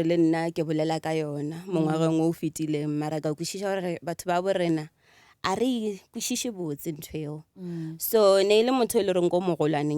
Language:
Northern Sotho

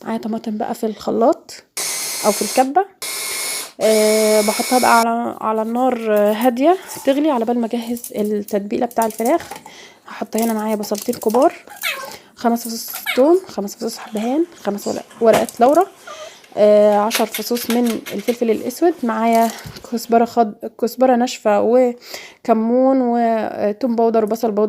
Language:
Egyptian Arabic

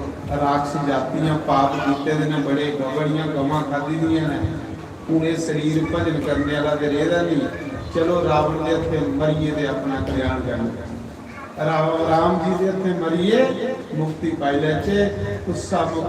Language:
Dogri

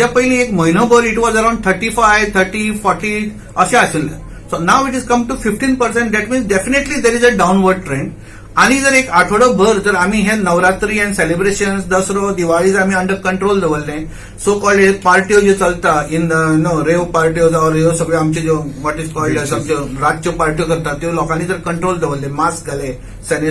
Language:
Konkani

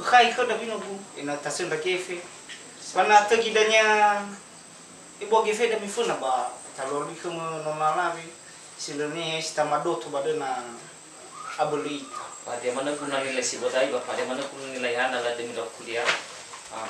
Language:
Nias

